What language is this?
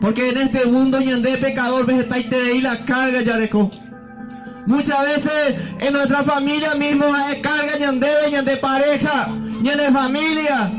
Guarani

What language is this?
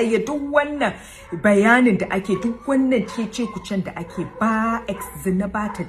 Hausa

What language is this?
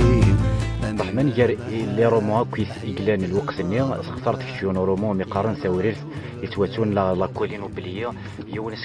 Kabyle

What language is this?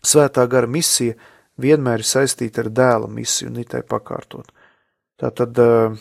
Latvian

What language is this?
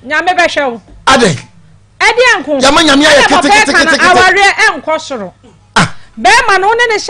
Akan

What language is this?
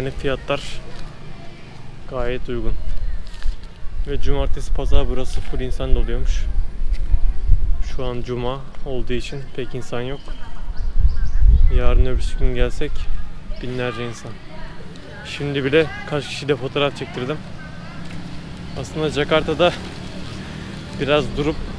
Turkish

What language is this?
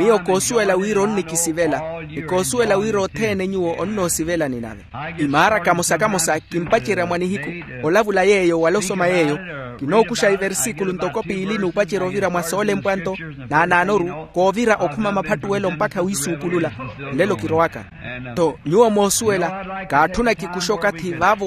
Makhuwa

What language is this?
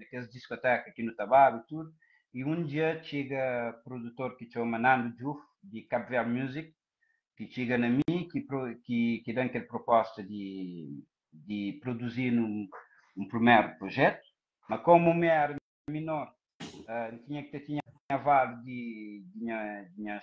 Kabuverdianu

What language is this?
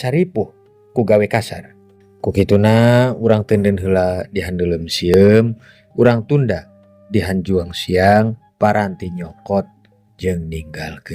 Sundanese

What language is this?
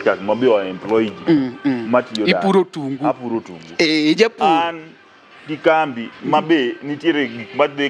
Luo (Kenya and Tanzania)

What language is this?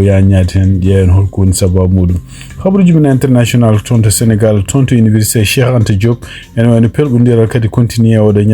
Fula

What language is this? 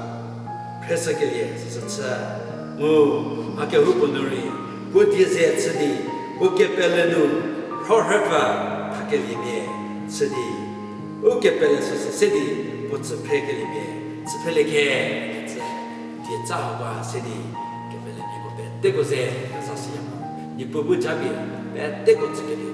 Angami Naga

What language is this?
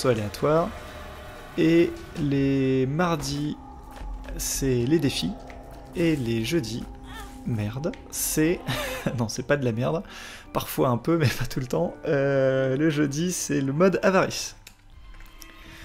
French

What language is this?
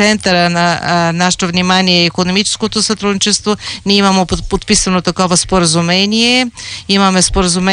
Bulgarian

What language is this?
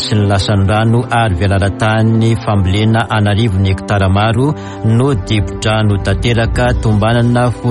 Malagasy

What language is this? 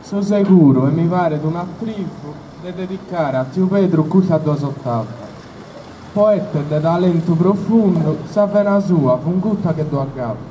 Sardinian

